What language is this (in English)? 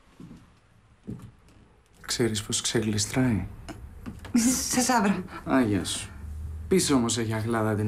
Greek